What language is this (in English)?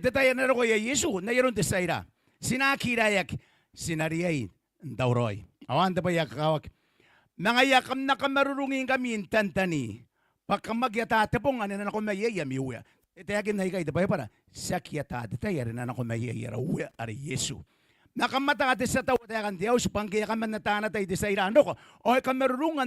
Gilbertese